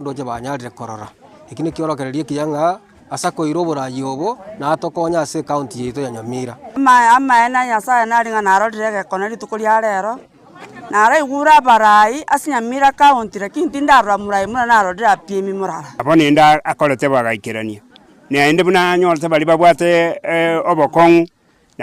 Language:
Gusii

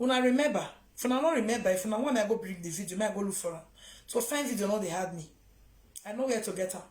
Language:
Nigerian Pidgin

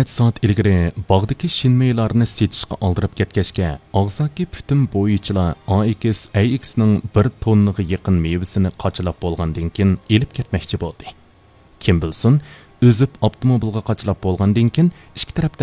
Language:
Uyghur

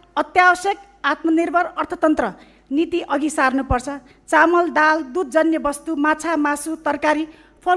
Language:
Nepali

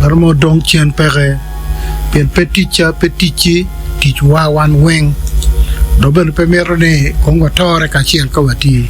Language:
Acoli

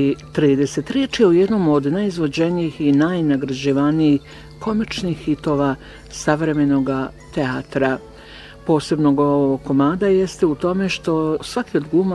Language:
Bosnian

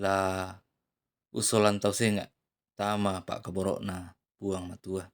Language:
Toraja-Sa'dan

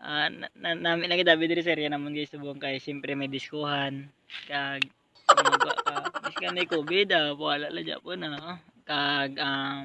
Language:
Hiligaynon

